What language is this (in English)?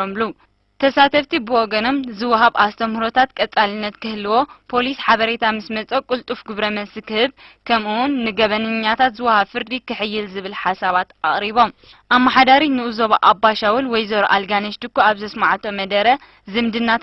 Tigrinya